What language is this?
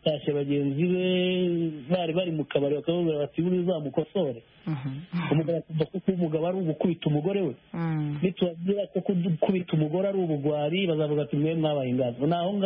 Kinyarwanda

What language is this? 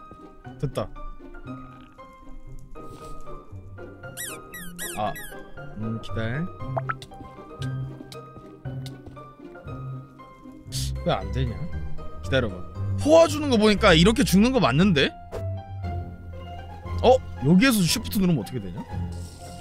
Korean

